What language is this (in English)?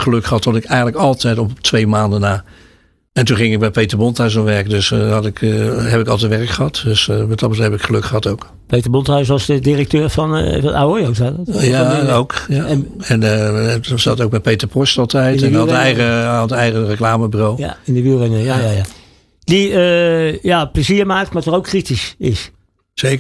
Dutch